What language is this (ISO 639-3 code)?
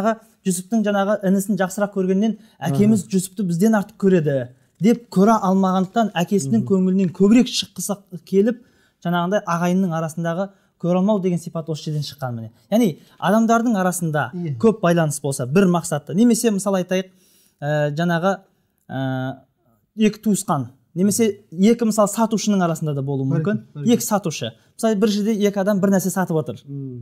kaz